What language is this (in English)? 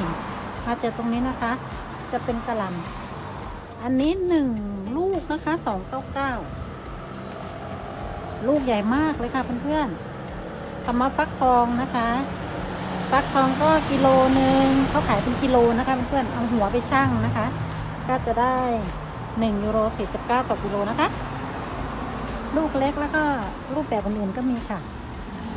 Thai